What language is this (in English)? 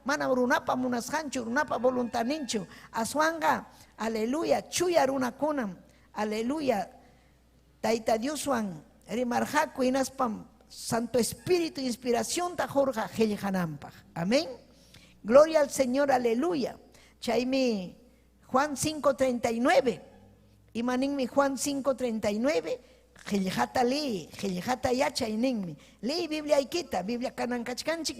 Ayacucho Quechua